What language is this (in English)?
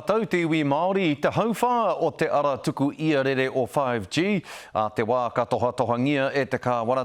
Māori